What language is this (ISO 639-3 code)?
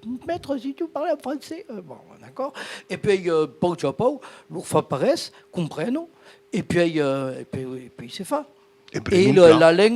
oci